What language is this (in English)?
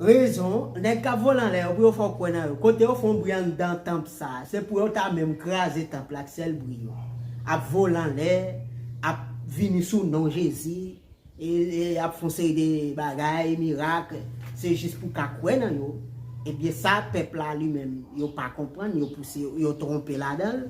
Haitian Creole